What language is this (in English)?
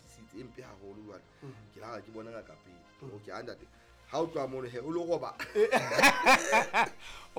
Southern Sotho